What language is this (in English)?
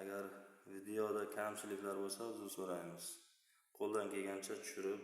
Uzbek